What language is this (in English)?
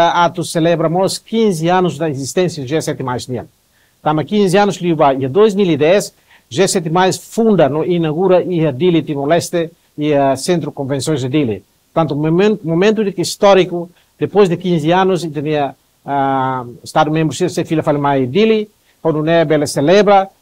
Tetum